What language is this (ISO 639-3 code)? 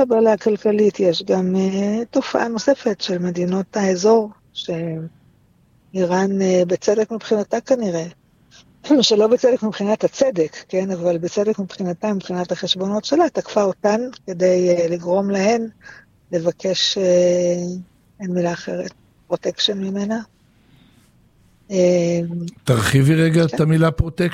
heb